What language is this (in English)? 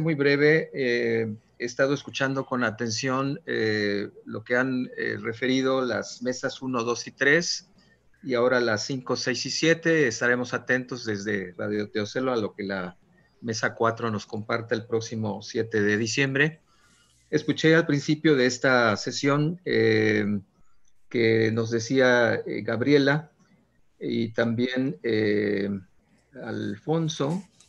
Spanish